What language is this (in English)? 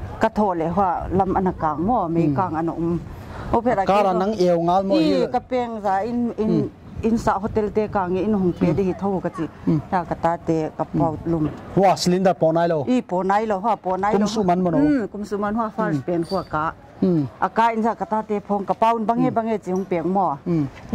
Paite Chin